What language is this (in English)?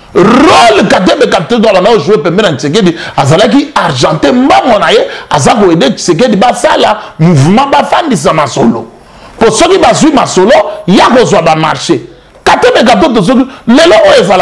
Lingala